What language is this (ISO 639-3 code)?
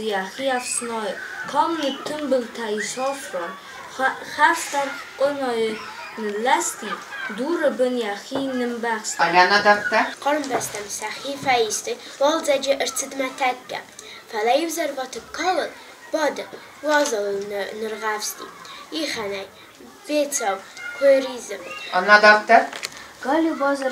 oss